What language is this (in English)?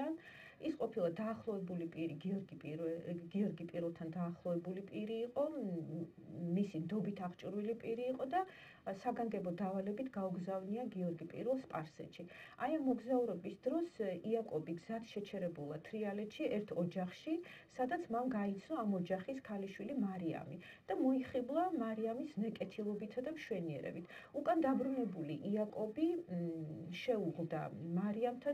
Georgian